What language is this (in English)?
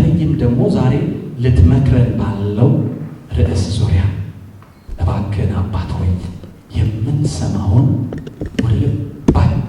Amharic